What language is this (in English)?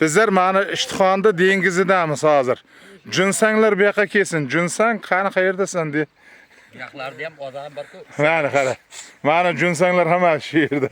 Uzbek